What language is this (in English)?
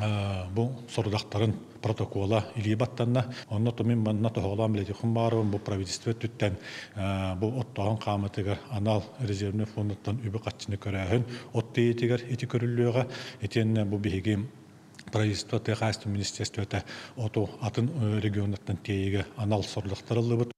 Yakut